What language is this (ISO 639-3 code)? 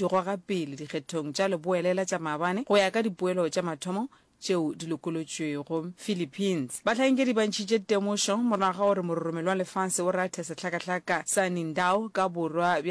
nso